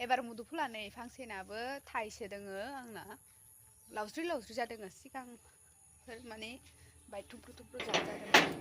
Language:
Bodo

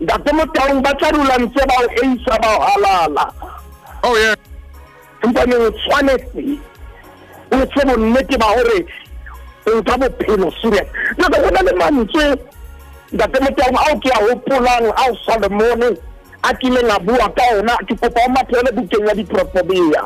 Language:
Southern Sotho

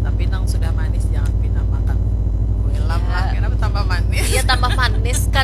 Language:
Banjar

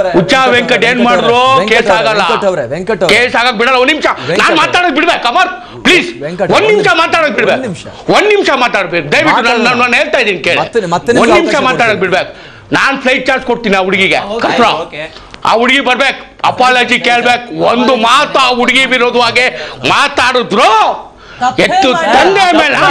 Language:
Kannada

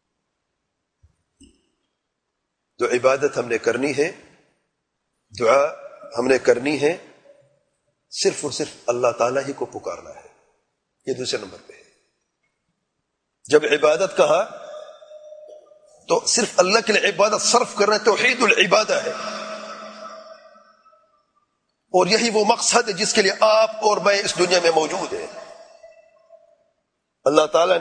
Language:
Urdu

